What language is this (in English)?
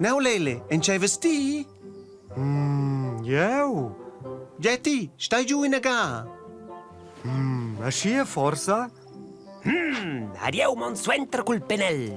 Romansh